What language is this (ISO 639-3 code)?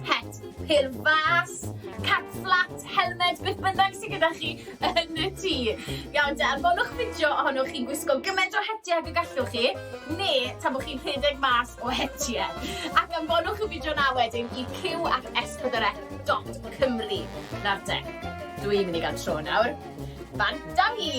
cym